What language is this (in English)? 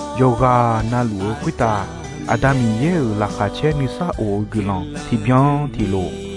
Akha